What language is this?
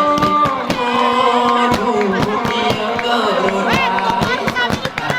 Gayo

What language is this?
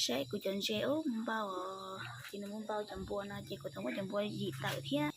Hmong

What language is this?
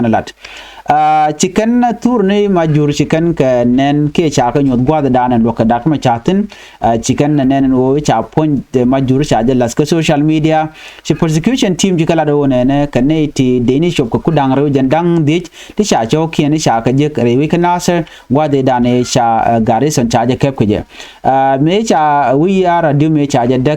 Nuer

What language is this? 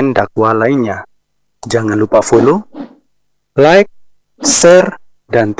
Indonesian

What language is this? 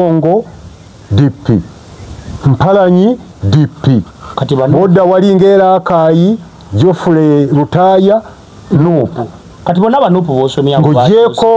Ganda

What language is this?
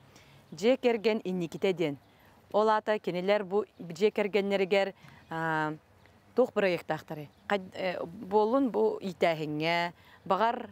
Yakut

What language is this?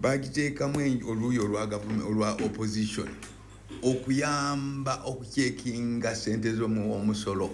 Ganda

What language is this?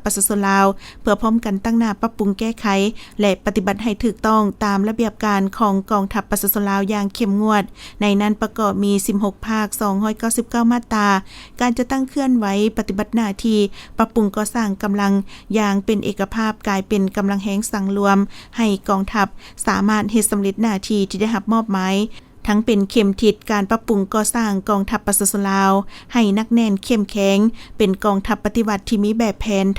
Lao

